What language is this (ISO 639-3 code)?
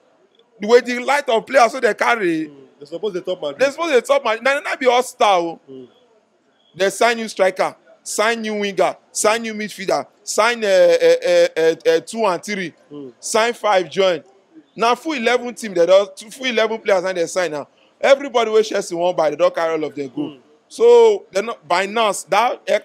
pcm